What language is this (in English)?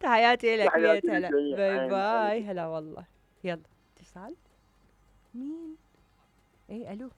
Mesopotamian Arabic